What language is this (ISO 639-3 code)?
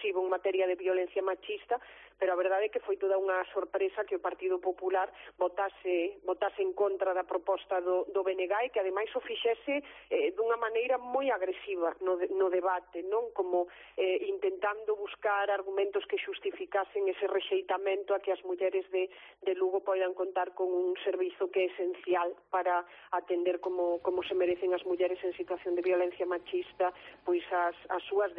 glg